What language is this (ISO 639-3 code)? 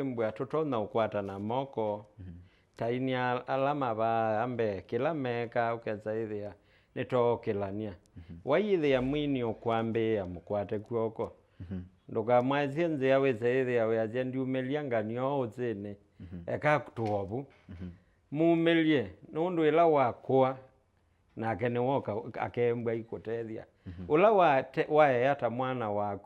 kam